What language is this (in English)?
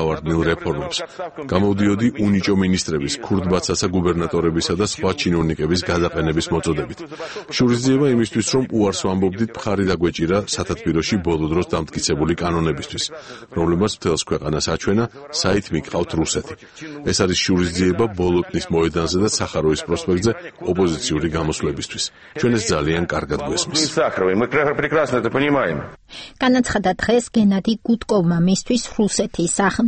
Georgian